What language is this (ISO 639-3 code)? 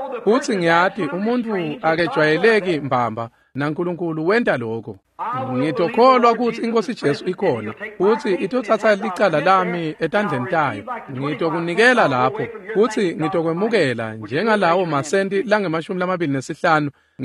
ssw